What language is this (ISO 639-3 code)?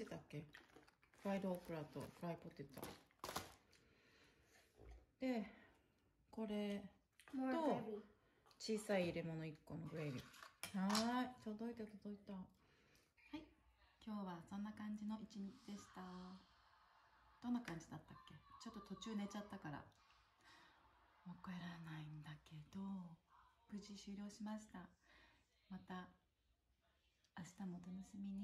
jpn